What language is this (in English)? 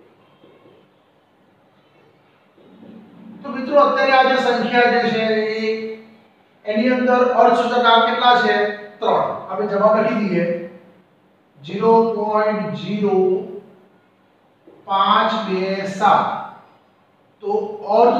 Gujarati